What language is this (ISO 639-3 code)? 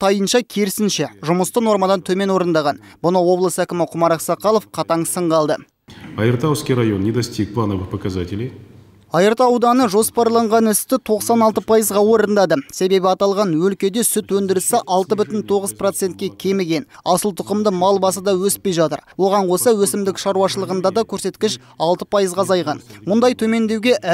kaz